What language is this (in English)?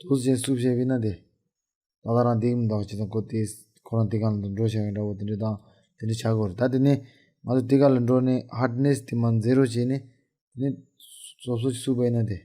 Tibetan